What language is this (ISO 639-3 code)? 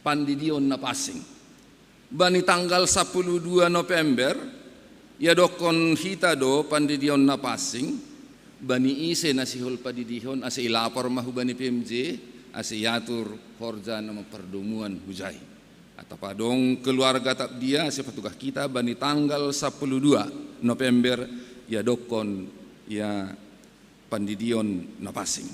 bts